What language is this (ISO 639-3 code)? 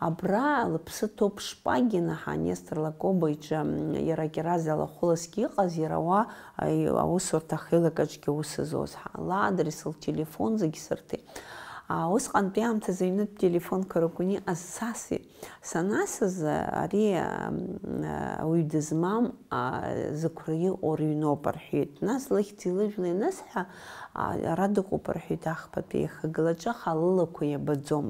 abk